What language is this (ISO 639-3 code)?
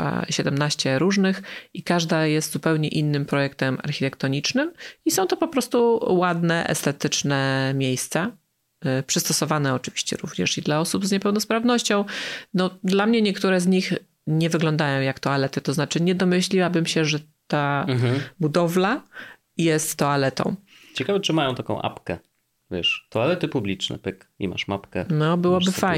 pol